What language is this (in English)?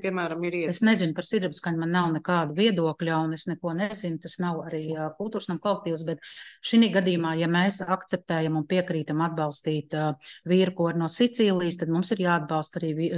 Latvian